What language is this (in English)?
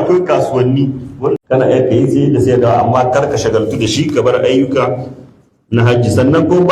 Hausa